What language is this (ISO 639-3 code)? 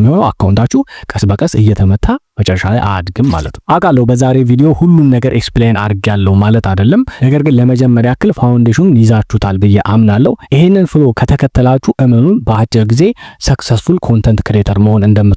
amh